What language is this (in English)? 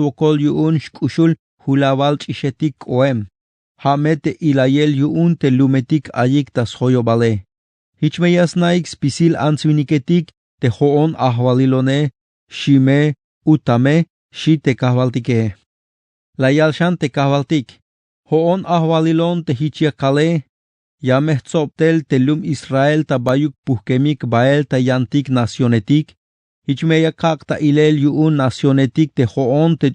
Tzeltal